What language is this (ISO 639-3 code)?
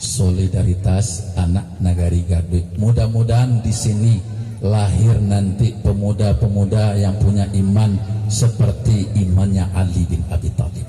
min